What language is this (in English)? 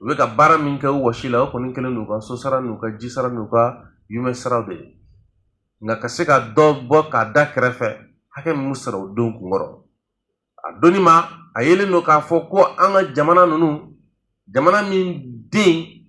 Bambara